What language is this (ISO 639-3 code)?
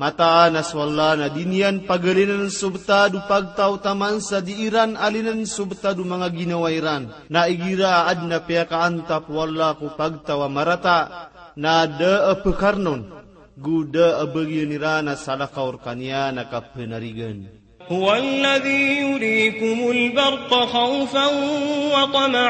mrw